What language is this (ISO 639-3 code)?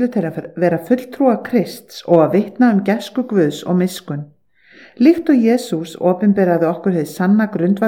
isl